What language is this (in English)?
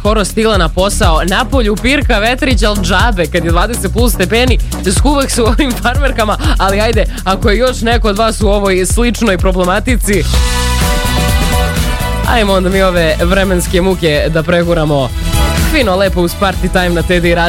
Serbian